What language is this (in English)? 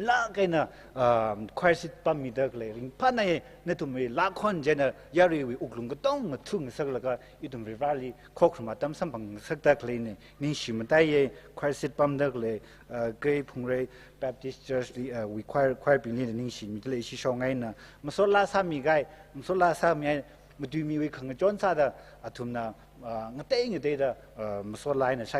Tangkhul Naga (India)